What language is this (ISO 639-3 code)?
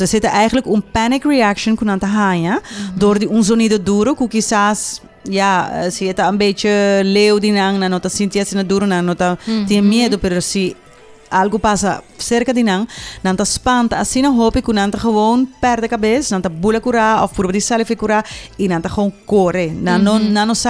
pap